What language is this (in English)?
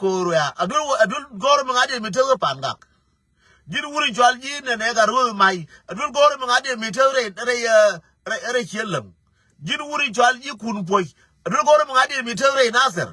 Nuer